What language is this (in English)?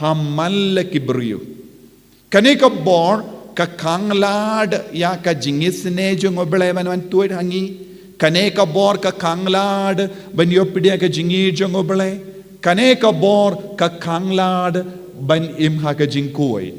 Khasi